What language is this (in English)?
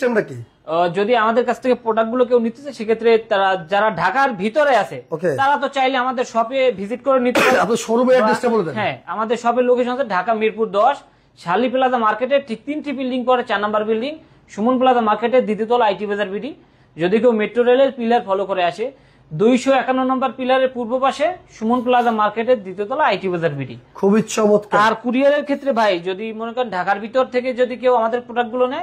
Bangla